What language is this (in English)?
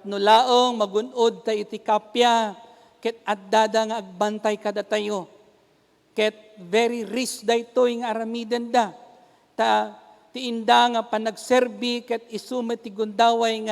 Iloko